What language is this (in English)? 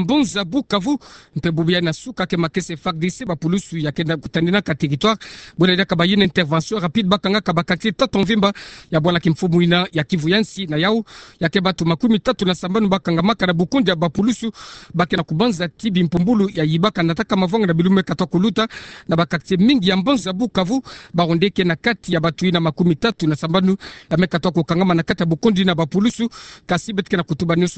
Kituba (Democratic Republic of Congo)